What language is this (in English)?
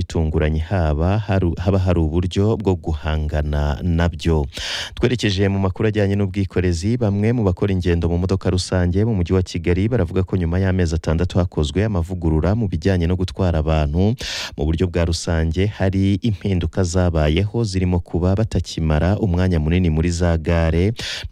Kinyarwanda